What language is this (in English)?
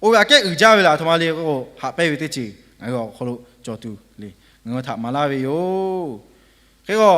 Lahu